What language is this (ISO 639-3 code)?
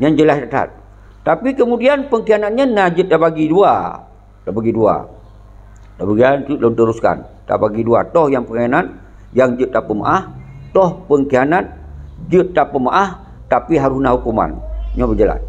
ace